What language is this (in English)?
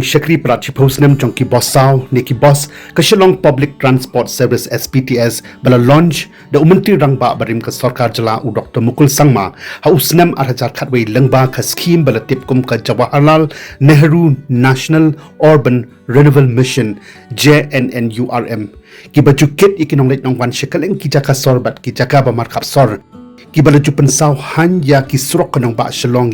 Khasi